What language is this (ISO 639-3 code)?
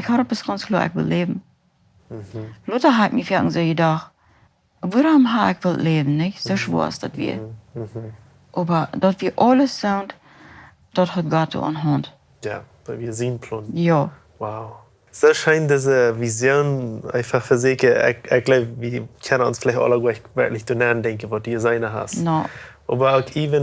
pdt